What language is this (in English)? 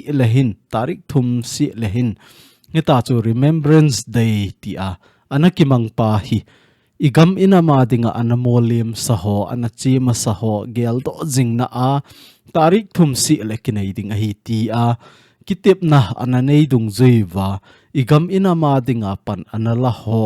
Thado Chin